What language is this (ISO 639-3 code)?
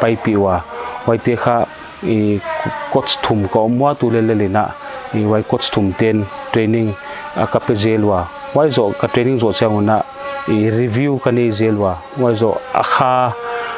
pck